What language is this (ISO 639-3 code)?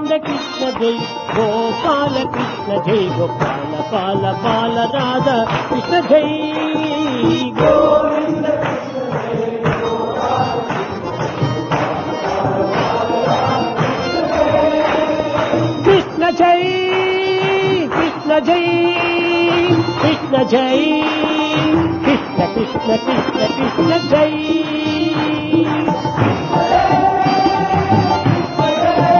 tel